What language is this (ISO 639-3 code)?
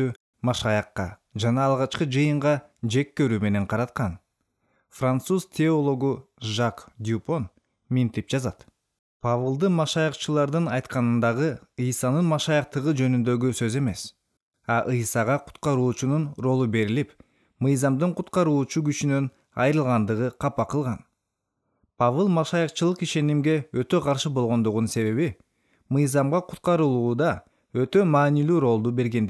kir